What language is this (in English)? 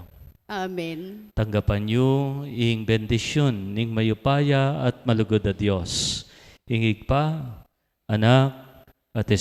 Pampanga